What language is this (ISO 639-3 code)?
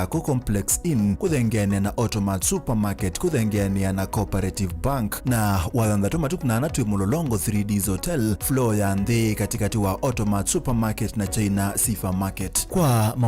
kam